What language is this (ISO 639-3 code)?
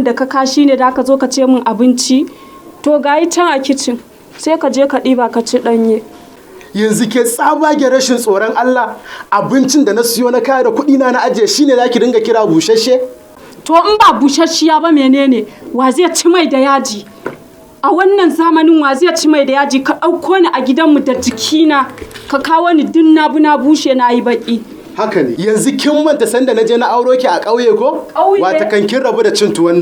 hau